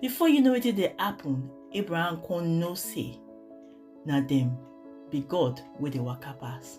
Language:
Nigerian Pidgin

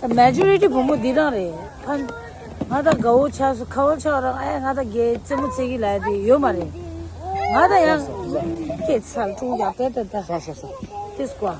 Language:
Tibetan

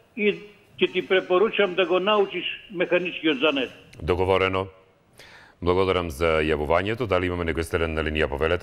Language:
Macedonian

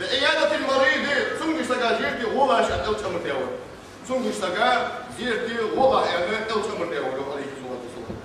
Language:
Ingush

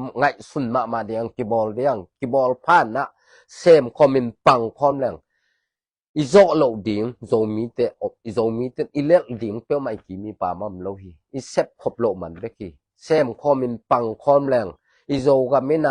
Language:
Tedim Chin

